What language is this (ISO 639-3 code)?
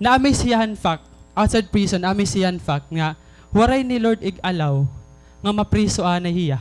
war